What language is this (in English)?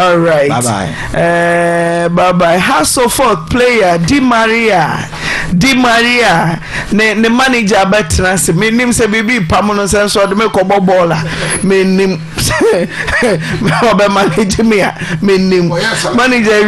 Akan